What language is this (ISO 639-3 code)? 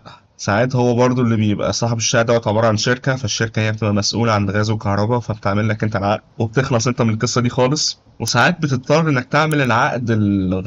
arz